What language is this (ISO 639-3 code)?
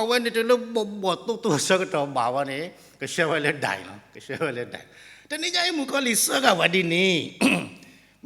ksw